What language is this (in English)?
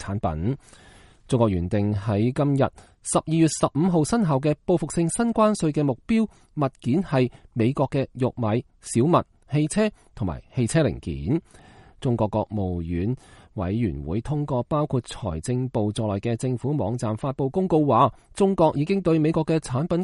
Cantonese